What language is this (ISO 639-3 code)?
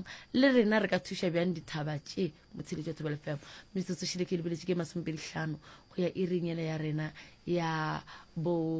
nso